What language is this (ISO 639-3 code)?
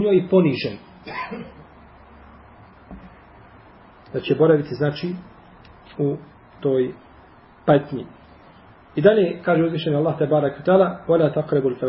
bos